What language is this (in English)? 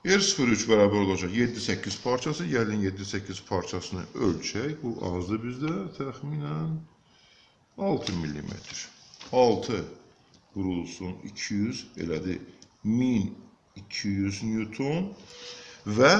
Azerbaijani